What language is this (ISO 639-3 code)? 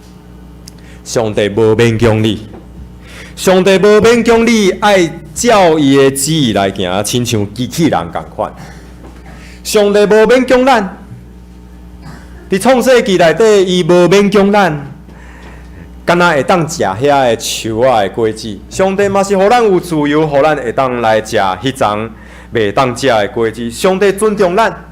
nan